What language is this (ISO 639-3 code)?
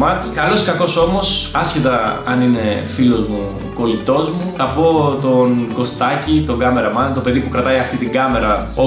ell